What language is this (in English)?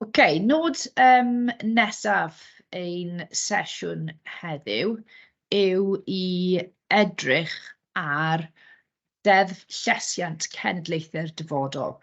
Welsh